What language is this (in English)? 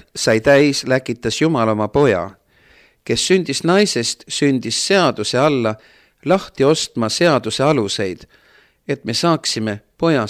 Estonian